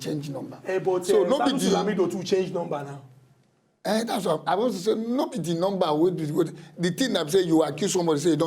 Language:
Nigerian Pidgin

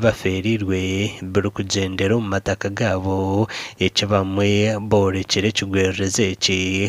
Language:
Nyankole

